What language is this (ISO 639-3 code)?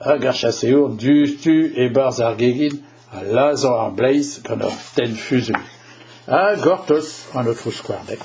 bre